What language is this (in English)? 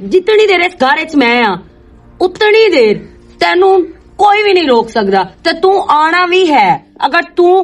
Western Panjabi